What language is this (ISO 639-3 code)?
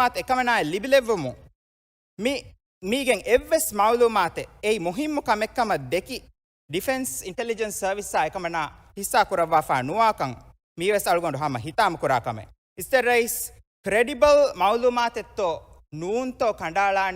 div